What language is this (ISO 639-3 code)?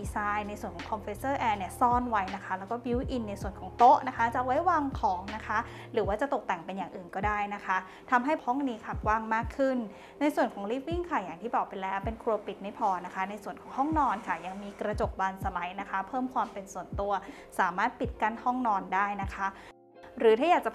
tha